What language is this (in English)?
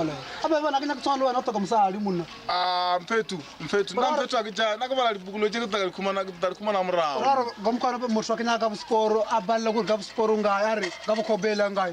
Northern Sotho